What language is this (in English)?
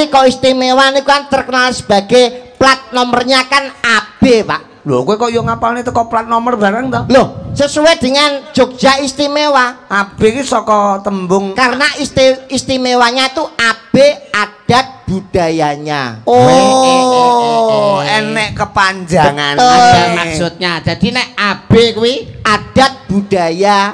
Javanese